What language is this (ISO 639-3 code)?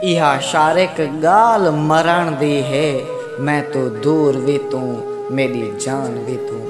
skr